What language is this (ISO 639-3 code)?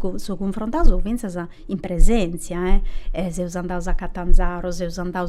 srd